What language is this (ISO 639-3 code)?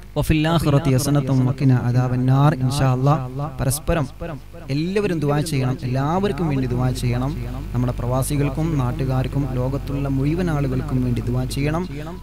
mal